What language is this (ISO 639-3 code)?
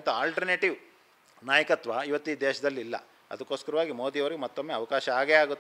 kan